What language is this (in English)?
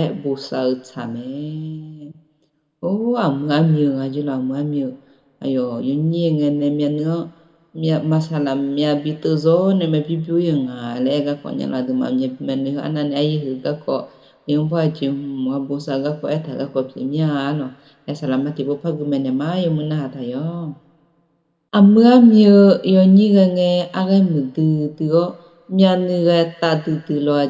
Akha